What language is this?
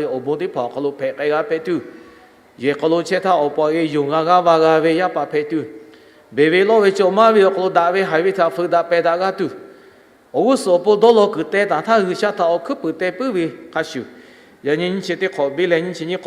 Lahu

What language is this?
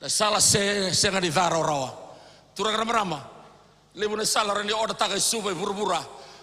Fijian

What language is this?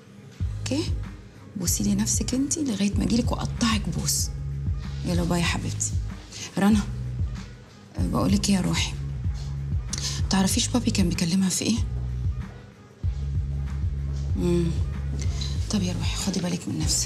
Egyptian Arabic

